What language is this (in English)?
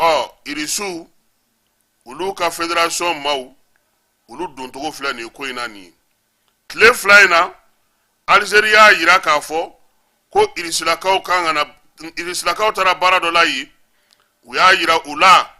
Bambara